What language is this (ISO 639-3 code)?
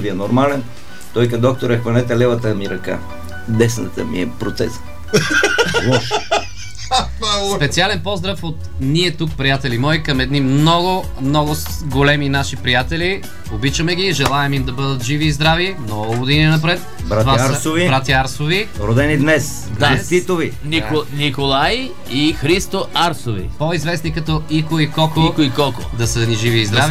bul